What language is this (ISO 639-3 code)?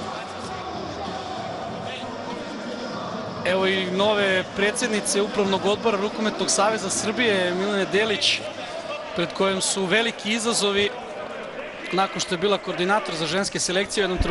srp